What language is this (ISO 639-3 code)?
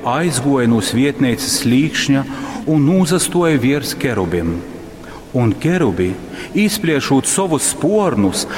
ltg